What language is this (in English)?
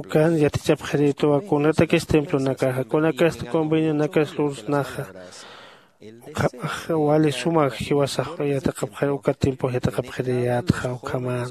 Aymara